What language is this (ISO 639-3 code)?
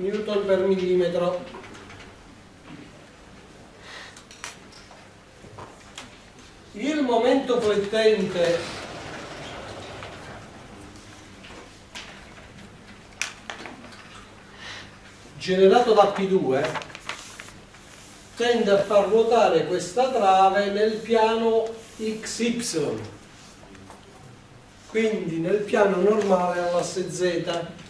ita